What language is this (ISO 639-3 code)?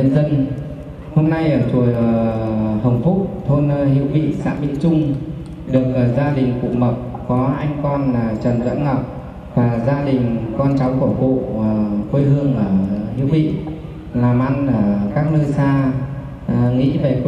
vie